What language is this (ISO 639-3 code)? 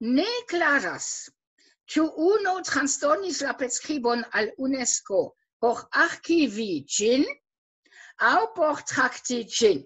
epo